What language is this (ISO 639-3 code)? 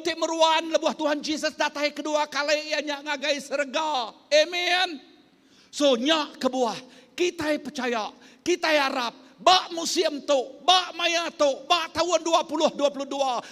iba